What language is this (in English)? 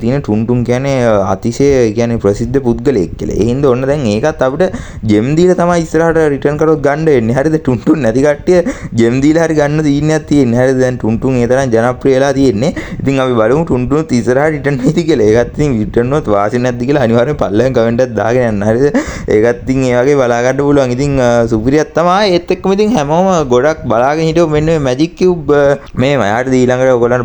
Sinhala